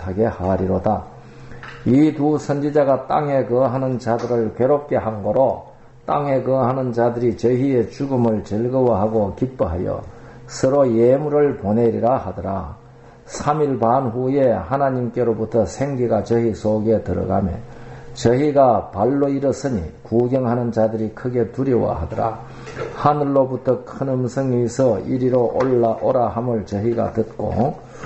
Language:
Korean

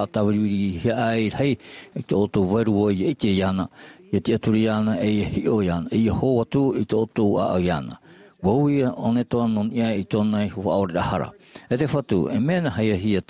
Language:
Tahitian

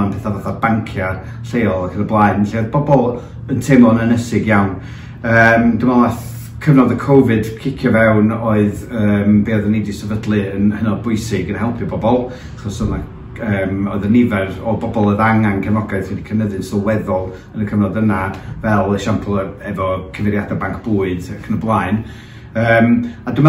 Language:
Welsh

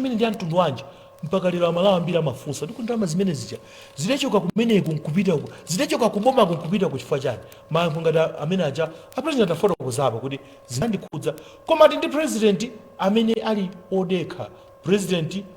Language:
Nyanja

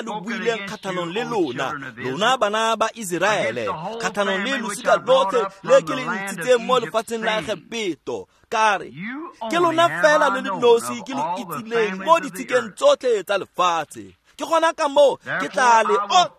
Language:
Tswana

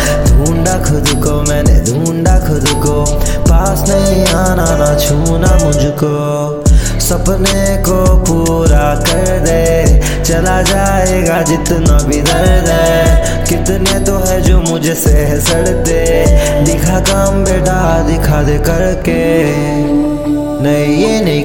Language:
Hindi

